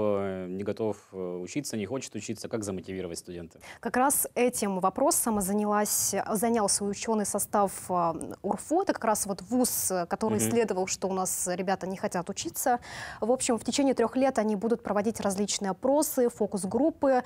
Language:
Russian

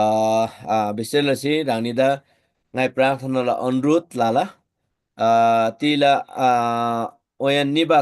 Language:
Eastern Tamang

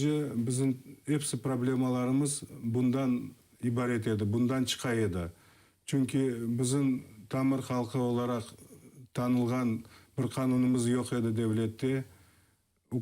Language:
Crimean Tatar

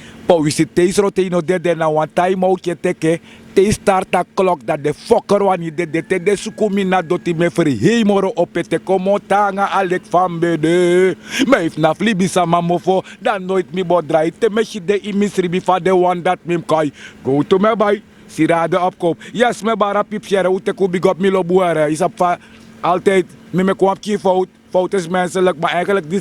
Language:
Sranan Tongo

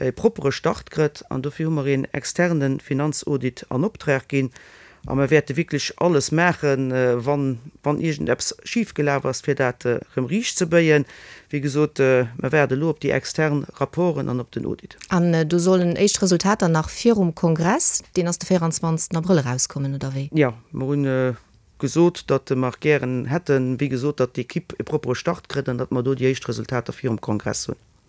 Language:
Luxembourgish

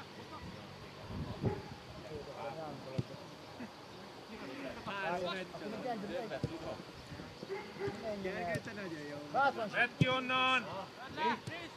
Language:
Hungarian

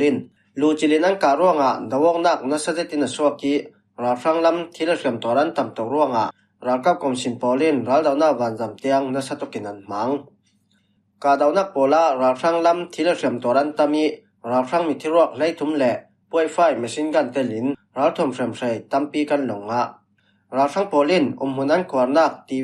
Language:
Falam Chin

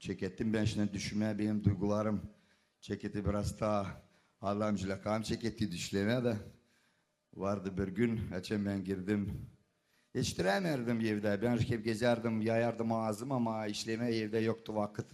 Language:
Gagauz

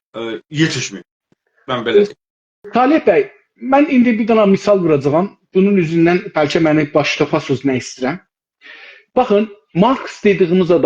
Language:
South Azerbaijani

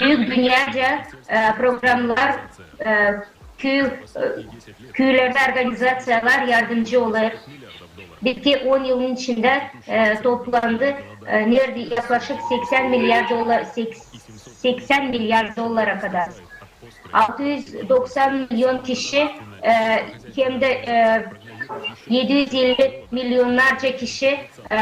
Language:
Gagauz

